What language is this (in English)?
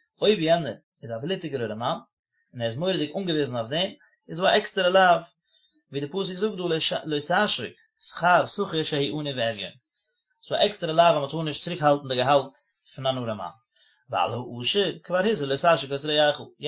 Yiddish